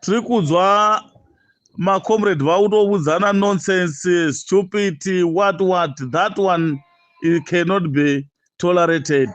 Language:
Shona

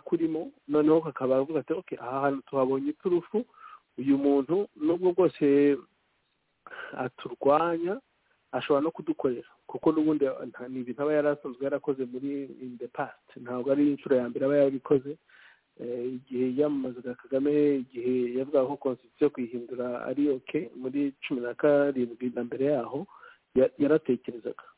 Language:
Kinyarwanda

